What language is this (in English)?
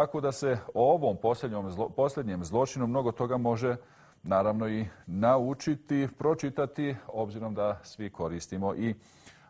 Bosnian